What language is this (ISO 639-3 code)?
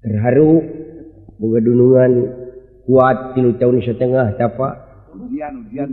sun